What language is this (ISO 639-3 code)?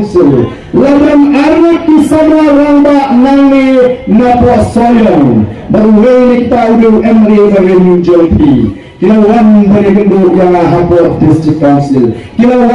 kha